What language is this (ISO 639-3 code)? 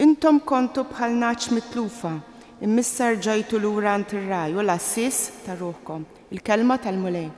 mlt